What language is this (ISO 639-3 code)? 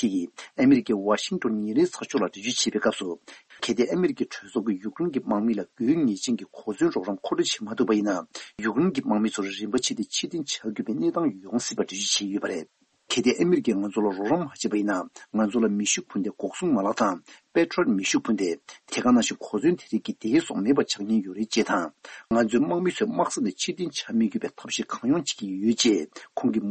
bod